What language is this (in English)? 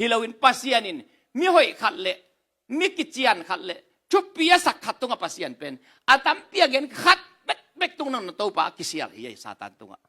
Tedim Chin